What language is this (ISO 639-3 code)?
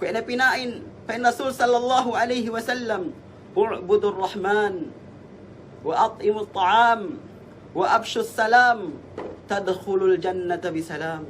yka